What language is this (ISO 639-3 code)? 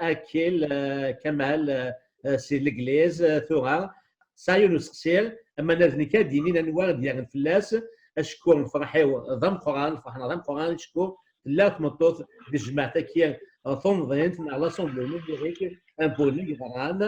kab